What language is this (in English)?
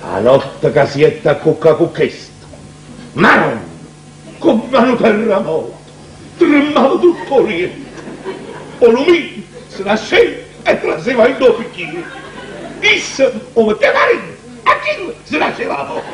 Neapolitan